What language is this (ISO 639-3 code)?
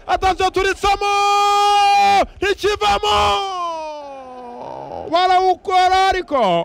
kin